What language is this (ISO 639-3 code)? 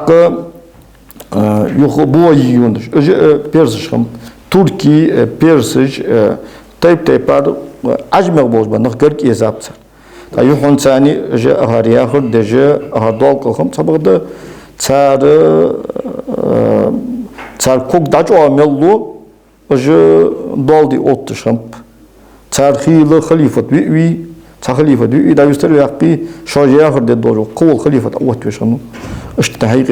inh